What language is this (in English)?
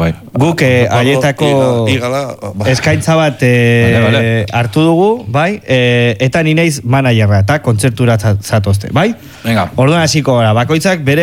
Basque